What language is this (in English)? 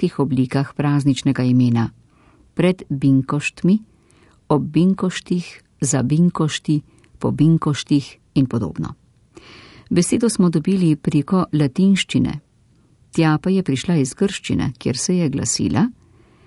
Slovenian